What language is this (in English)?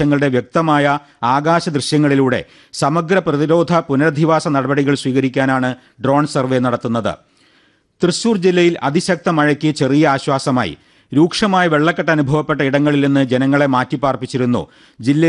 Malayalam